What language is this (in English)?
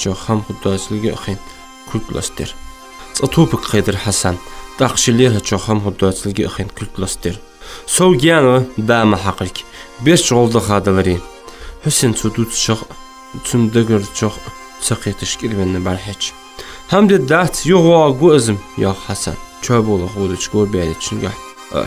Ingush